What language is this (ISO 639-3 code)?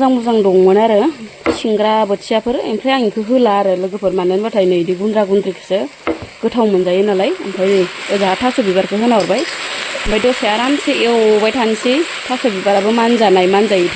brx